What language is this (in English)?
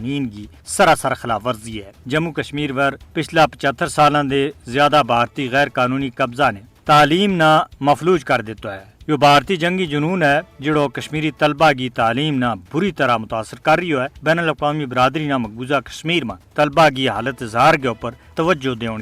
Gujari